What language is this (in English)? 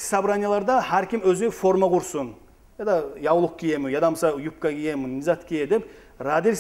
Kumyk